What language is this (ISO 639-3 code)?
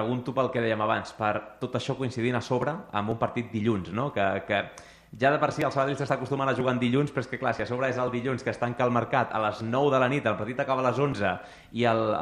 cat